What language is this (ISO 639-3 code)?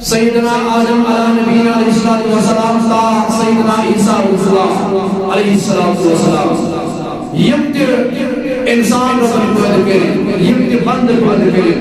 kas